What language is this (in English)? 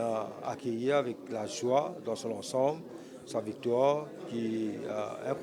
Morisyen